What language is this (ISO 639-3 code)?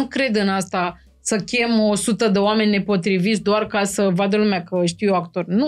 ron